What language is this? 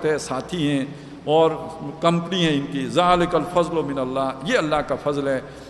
Urdu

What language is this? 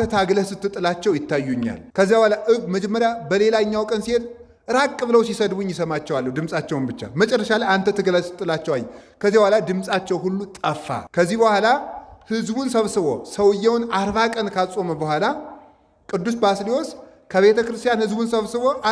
Amharic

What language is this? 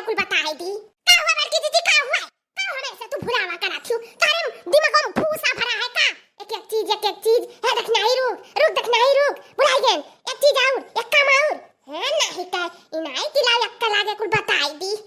Awadhi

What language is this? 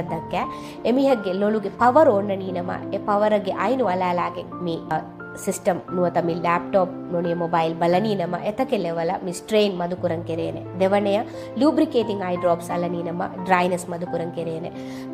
Divehi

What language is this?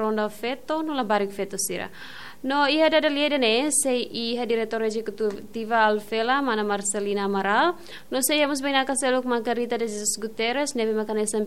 Tetum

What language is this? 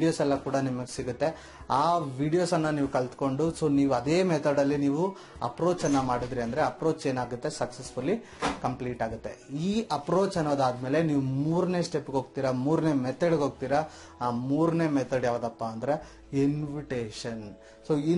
Kannada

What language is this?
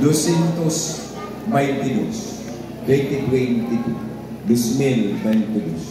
Waray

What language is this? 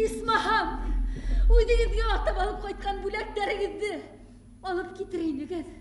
Bashkir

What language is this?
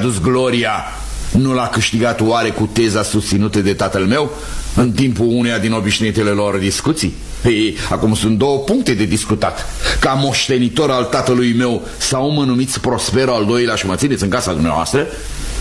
Romanian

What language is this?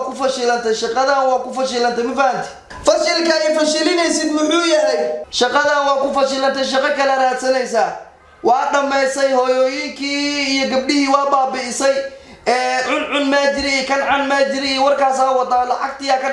Somali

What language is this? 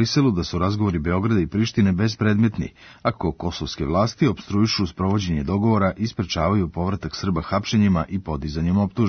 Serbian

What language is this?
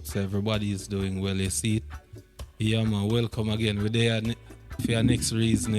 Jamaican Creole English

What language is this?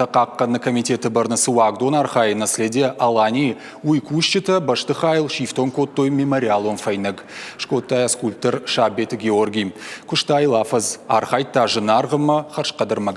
Ossetic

